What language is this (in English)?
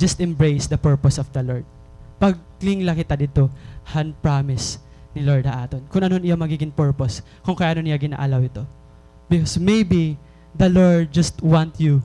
Waray